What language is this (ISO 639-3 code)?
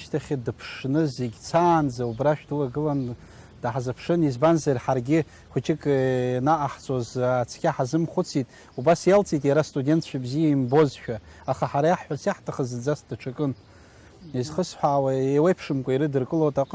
abk